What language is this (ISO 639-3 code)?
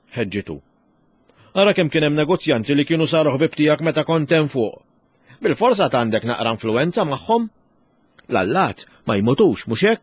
mlt